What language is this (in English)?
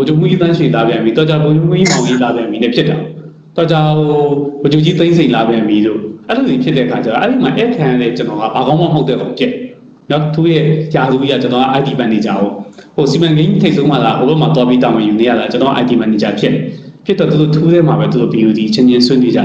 Burmese